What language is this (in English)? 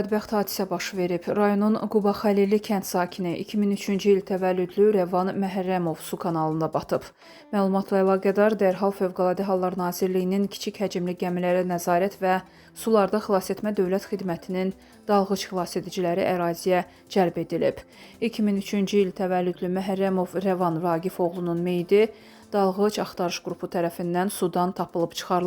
Azerbaijani